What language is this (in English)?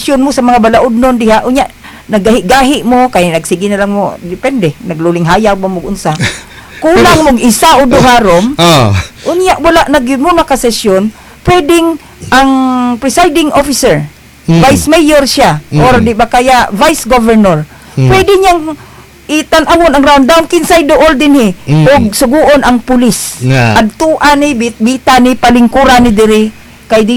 Cebuano